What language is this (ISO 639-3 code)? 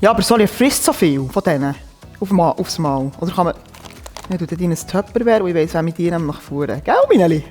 gsw